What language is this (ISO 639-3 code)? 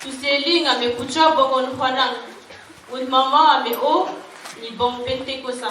dhv